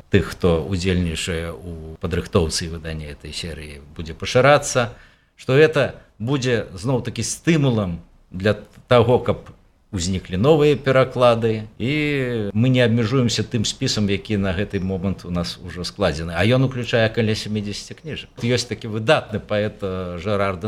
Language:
Belarusian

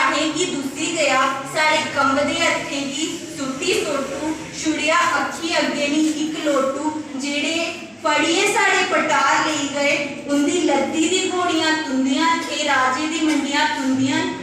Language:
Dogri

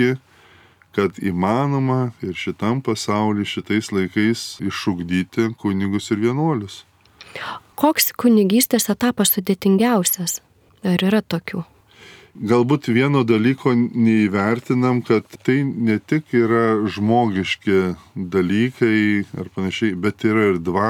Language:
Lithuanian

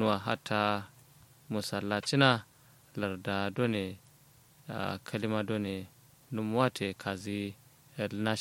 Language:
Kanuri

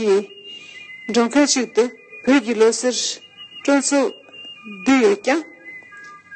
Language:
Tibetan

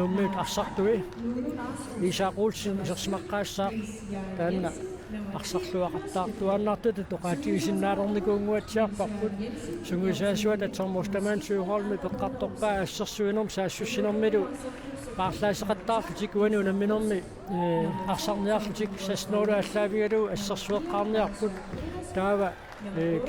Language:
Kalaallisut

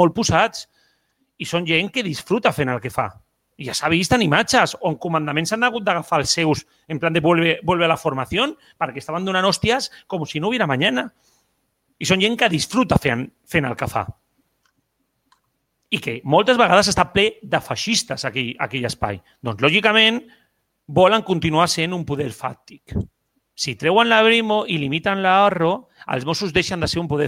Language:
Catalan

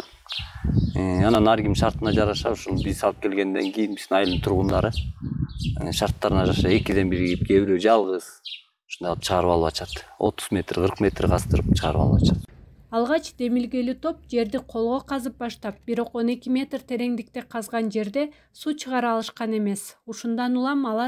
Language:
Kyrgyz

